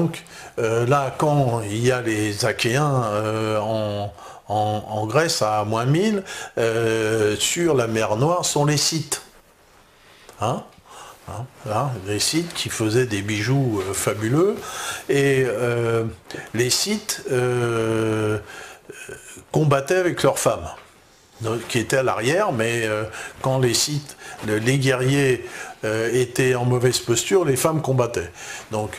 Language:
French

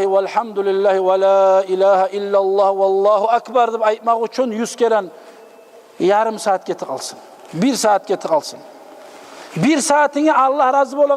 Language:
Kumyk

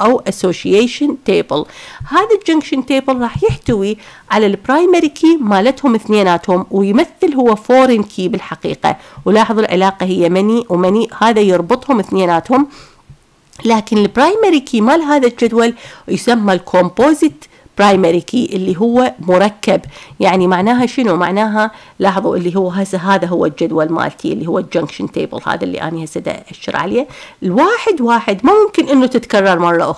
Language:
Mesopotamian Arabic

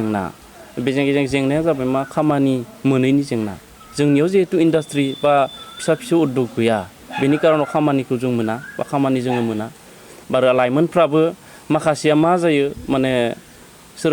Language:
Bodo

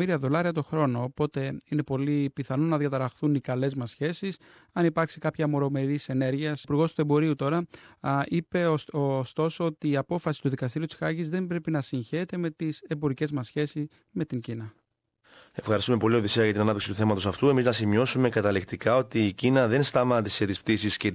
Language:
Greek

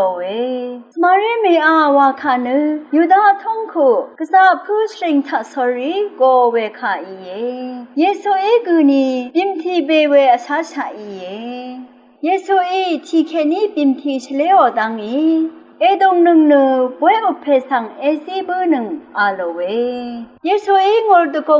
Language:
Rawang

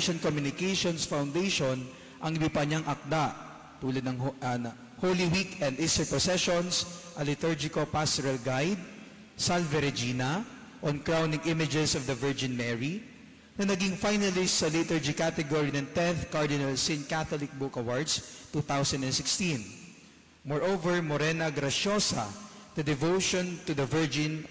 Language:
Filipino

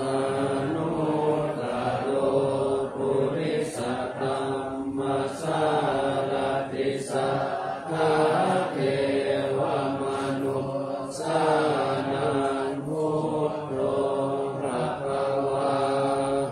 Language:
Pali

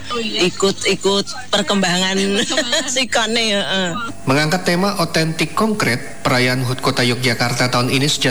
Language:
Indonesian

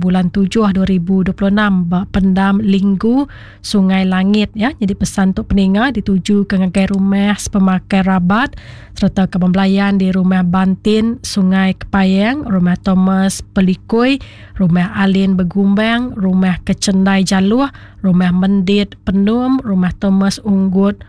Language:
Iban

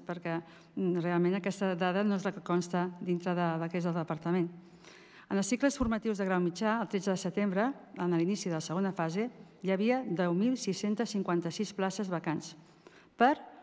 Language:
Catalan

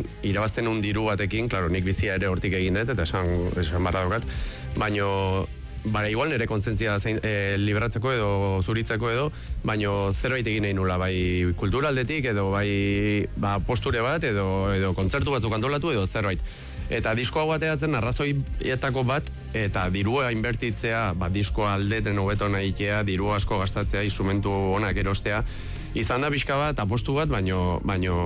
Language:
Basque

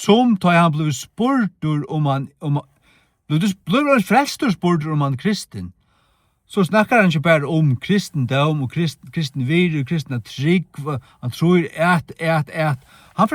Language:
Faroese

